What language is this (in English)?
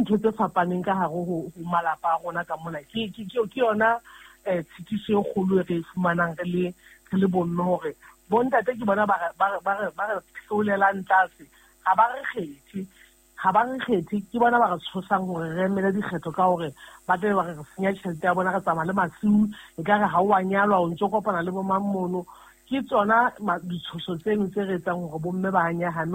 Southern Sotho